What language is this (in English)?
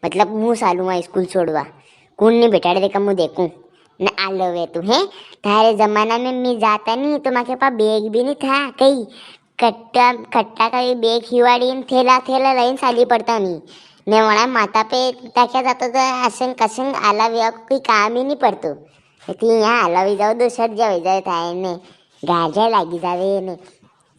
Rajasthani